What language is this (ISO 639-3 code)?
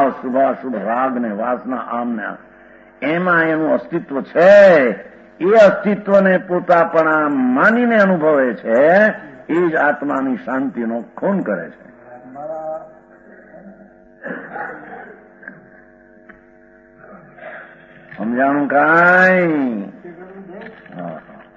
guj